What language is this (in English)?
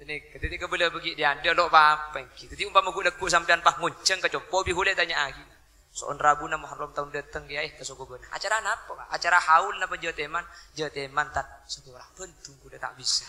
Madurese